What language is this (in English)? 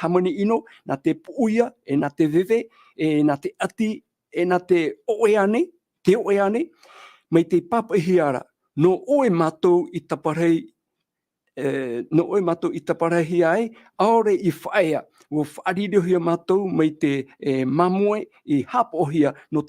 Tahitian